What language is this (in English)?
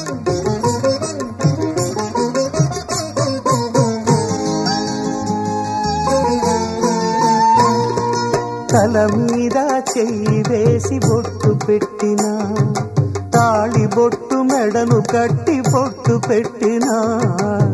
Telugu